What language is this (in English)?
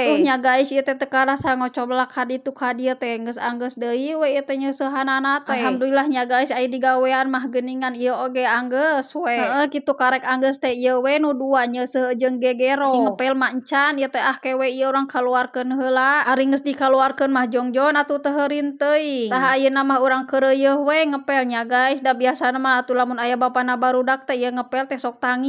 Sundanese